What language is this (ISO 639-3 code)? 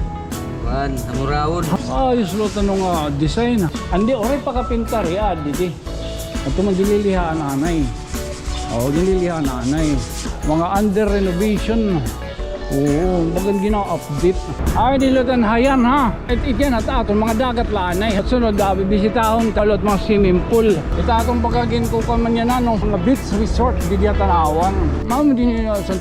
war